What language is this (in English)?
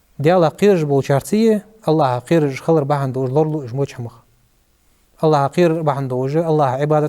Ingush